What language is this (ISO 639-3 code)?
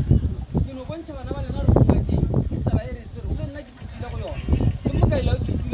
nso